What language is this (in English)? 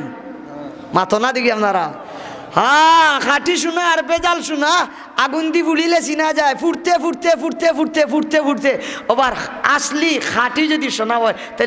Sylheti